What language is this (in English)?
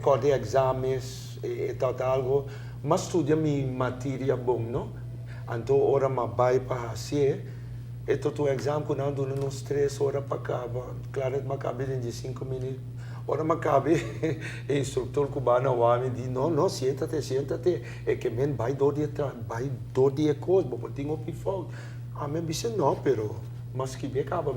Papiamento